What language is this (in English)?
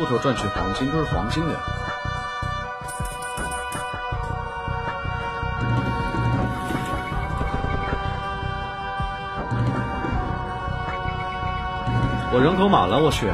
Chinese